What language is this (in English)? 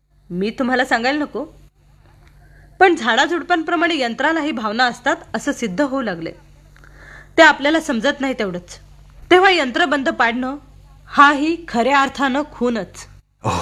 Marathi